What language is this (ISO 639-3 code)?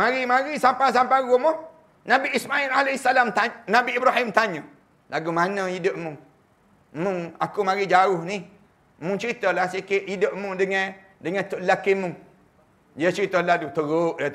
msa